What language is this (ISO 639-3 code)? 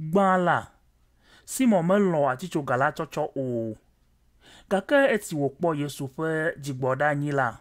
ewe